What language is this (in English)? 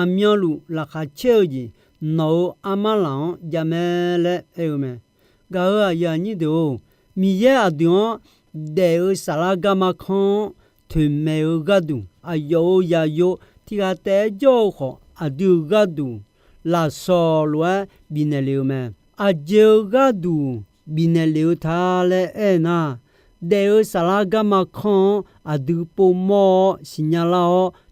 Akha